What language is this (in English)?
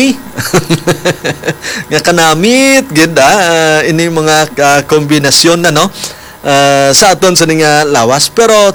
Hiligaynon